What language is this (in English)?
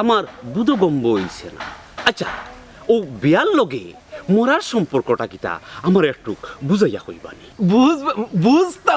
Sylheti